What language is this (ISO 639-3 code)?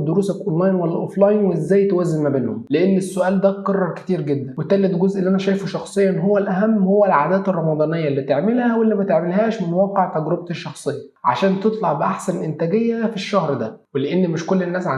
arz